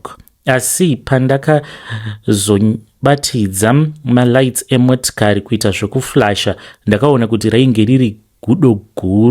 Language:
Shona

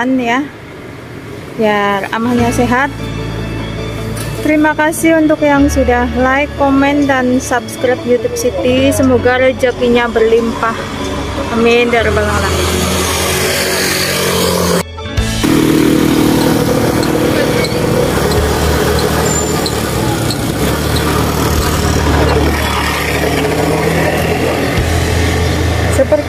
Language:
Indonesian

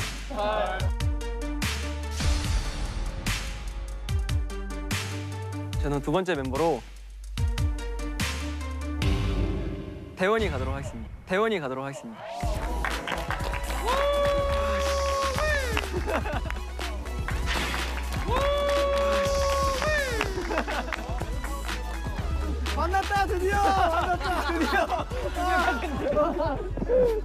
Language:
Korean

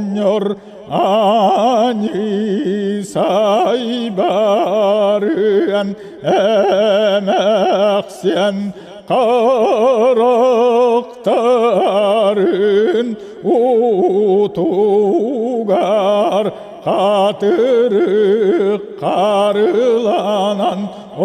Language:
Yakut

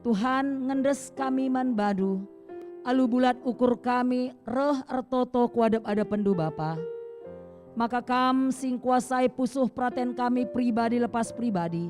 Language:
Batak Karo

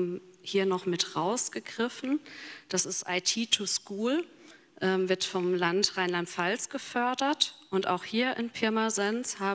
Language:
German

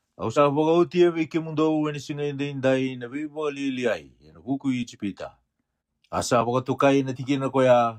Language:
Fijian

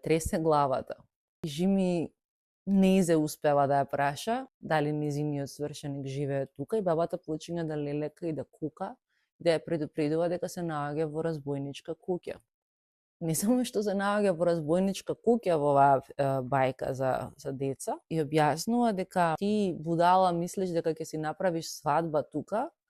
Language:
Macedonian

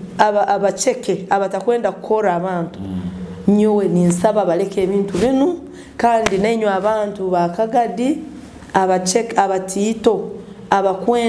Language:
Nyoro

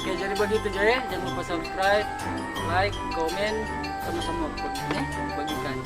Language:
Manado Malay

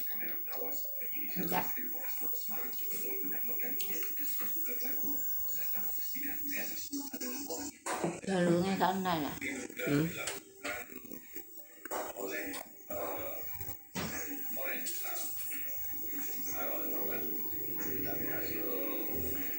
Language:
Javanese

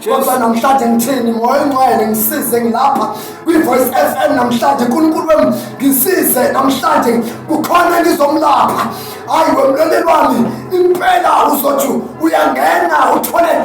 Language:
Zulu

